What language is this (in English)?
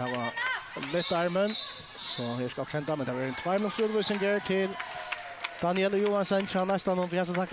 Faroese